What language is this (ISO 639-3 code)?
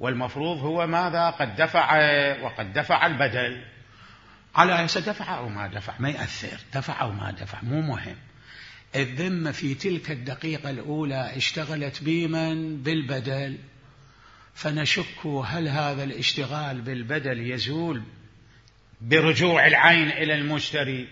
acm